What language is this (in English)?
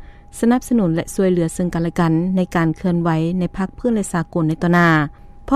Lao